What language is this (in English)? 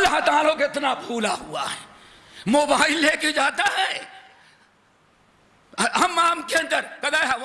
Urdu